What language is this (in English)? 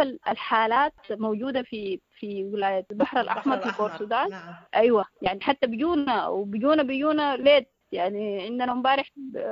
Sudanese Arabic